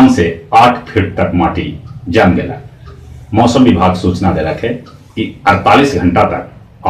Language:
Magahi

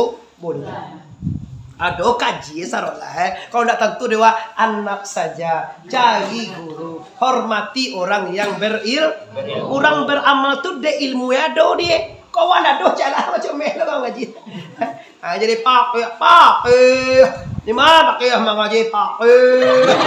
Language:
Minangkabau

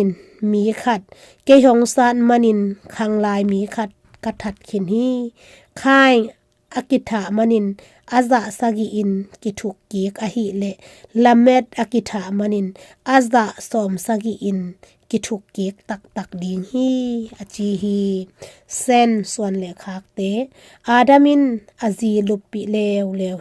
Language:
Tedim Chin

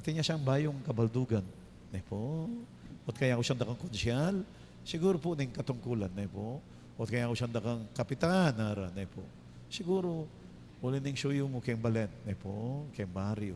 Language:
Pampanga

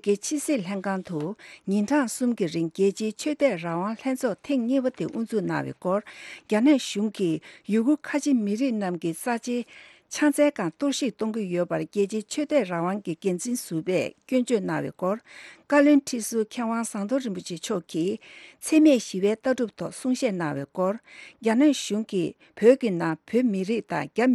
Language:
Tibetan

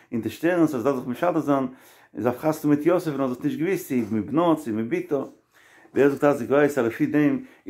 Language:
Yiddish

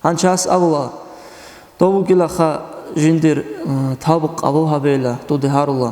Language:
Avaric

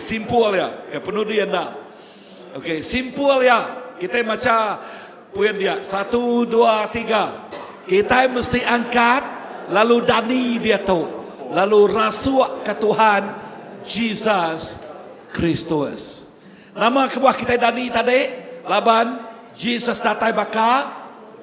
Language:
Iban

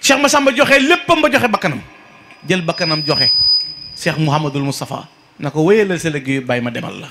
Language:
Wolof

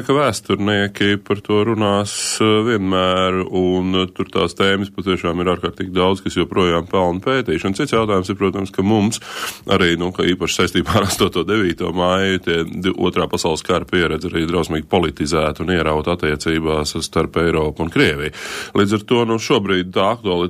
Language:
Latvian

